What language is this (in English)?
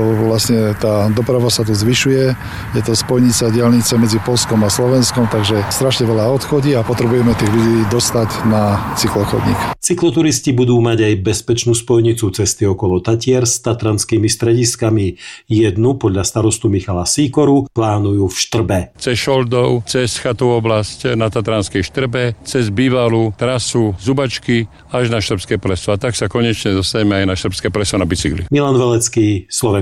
Slovak